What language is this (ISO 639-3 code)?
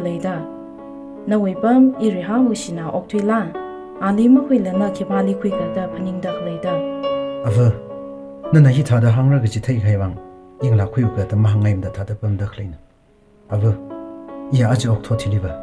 nmf